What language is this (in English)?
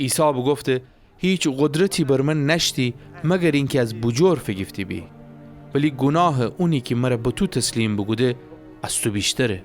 Gilaki